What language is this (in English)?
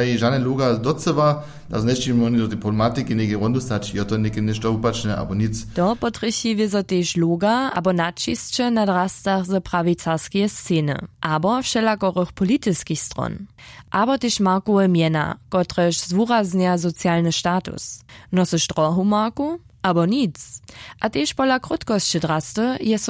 Upper Sorbian